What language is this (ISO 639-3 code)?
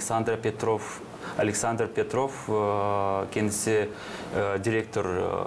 gag